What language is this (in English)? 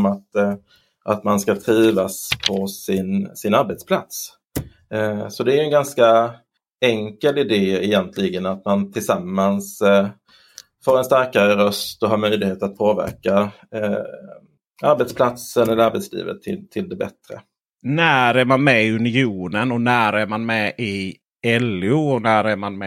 Swedish